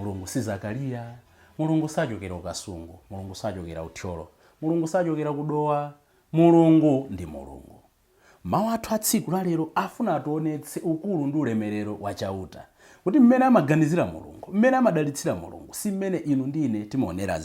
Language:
Nyanja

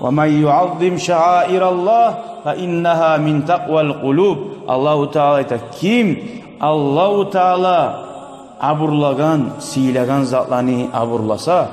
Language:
Kumyk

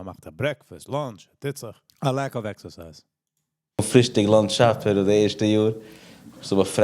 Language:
Yiddish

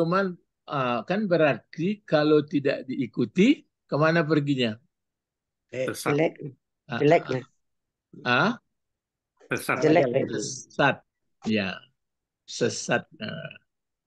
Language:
Indonesian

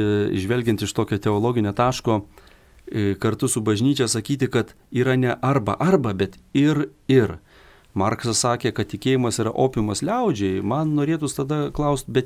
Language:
Lithuanian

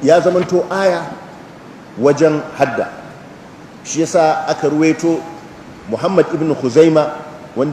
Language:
Hausa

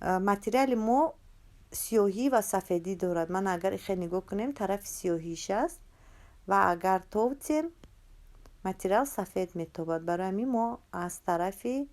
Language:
Tajik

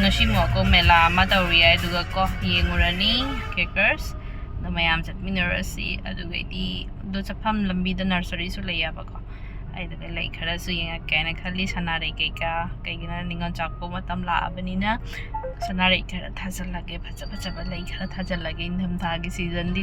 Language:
Manipuri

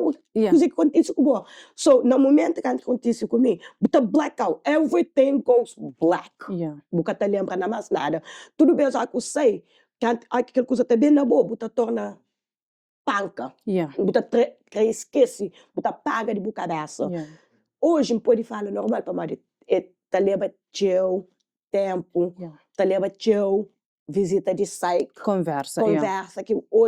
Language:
Kabuverdianu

